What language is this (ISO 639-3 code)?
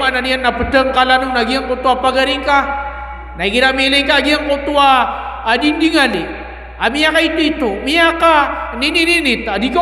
mrw